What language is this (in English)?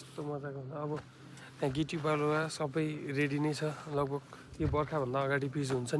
Nepali